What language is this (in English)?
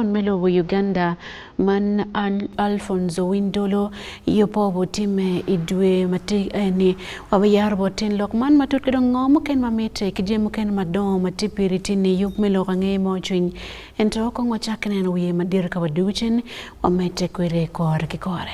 Acoli